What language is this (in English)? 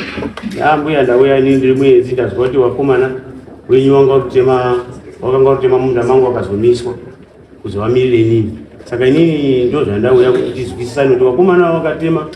Shona